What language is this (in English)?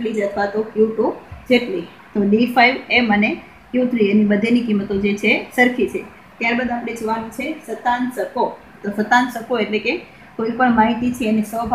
Gujarati